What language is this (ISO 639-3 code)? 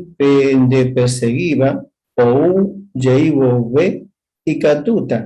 grn